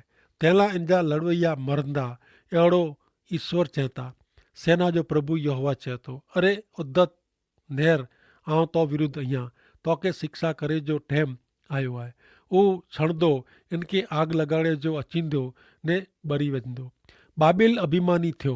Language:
Kachhi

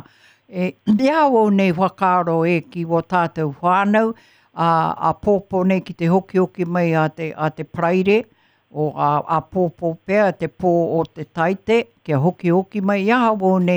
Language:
Māori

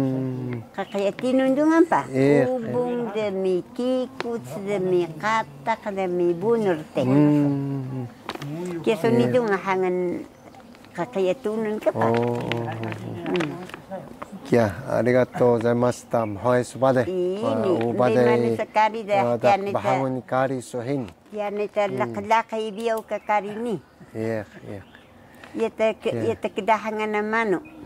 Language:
Taroko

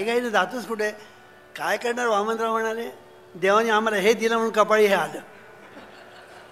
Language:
Marathi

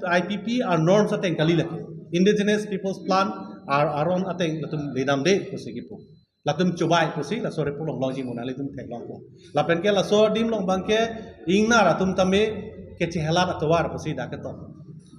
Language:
Karbi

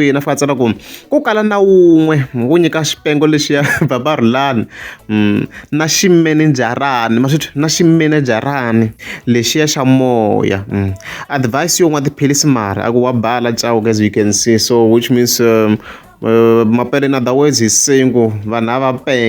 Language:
Tsonga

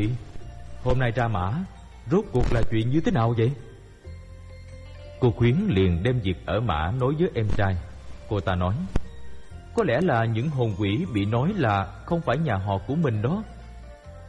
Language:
Vietnamese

